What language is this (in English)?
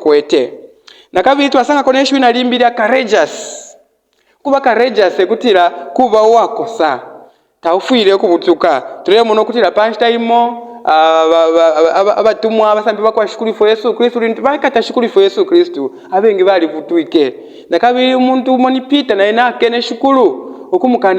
Bemba